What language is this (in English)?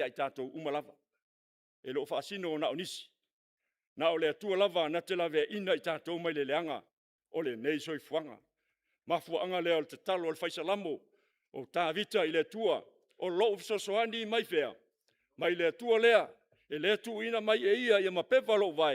Samoan